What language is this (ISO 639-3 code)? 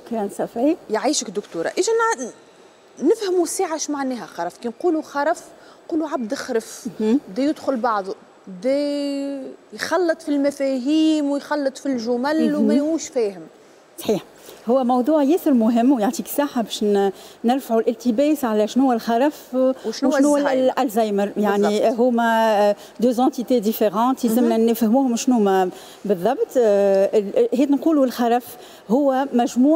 aeb